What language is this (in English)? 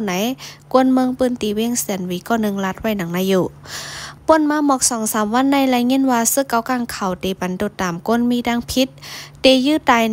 Shan